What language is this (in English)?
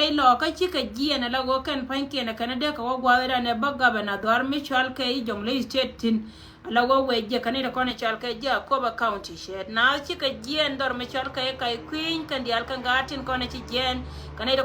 Nuer